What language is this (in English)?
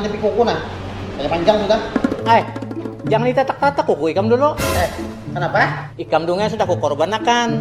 Banjar